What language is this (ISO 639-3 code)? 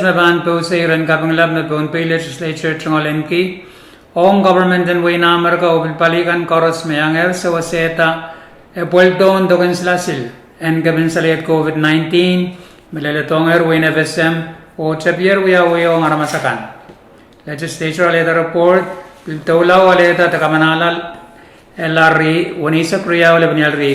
pon